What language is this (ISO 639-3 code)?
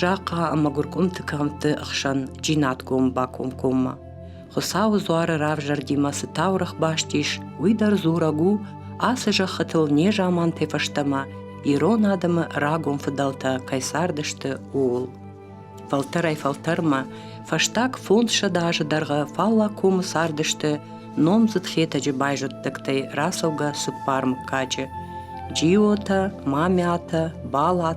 oss